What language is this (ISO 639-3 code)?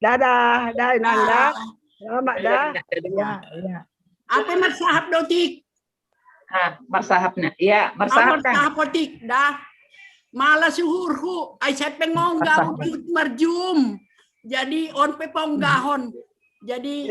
bts